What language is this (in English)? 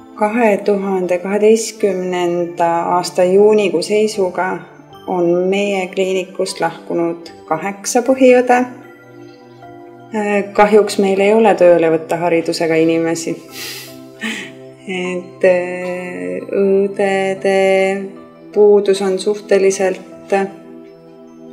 Estonian